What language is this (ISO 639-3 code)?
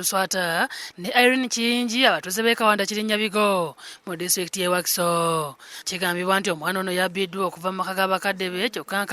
lug